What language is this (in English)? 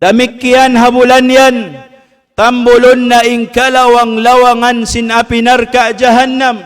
Tausug